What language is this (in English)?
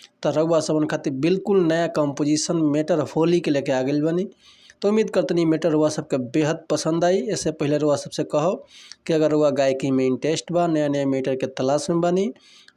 Bhojpuri